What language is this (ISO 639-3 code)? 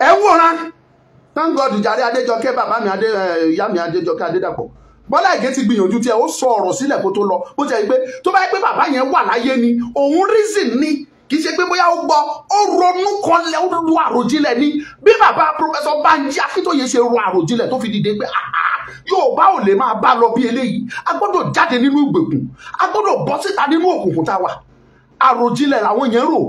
yor